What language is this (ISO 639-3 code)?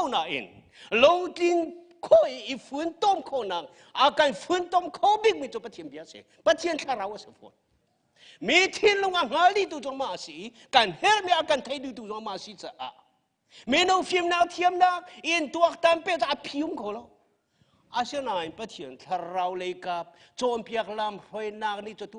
cnh